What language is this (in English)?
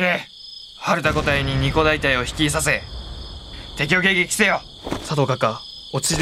Japanese